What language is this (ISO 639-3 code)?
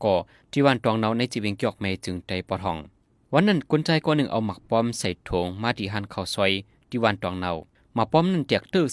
shn